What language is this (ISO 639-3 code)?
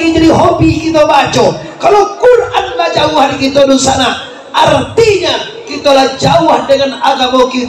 min